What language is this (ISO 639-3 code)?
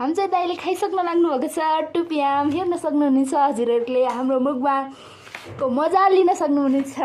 nep